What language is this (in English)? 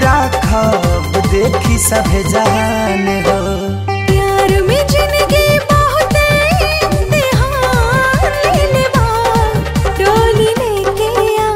Bhojpuri